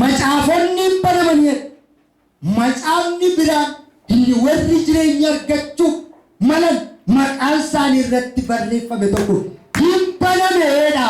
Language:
Oromo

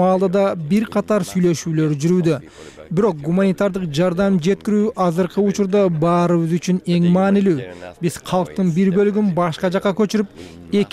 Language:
Kyrgyz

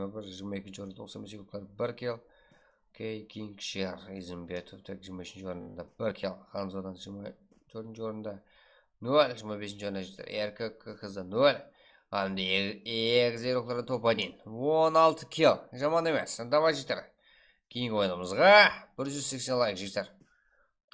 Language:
Kara-Kalpak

